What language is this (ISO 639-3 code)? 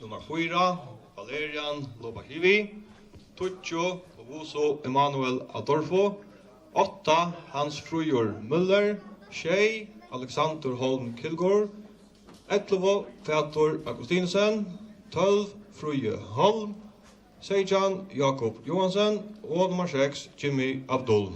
fao